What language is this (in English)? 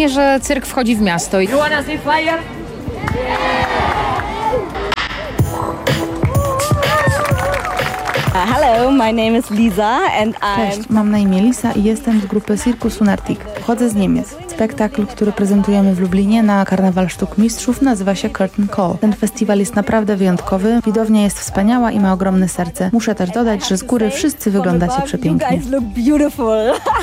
Polish